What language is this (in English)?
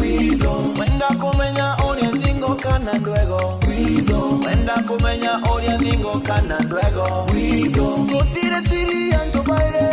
Meru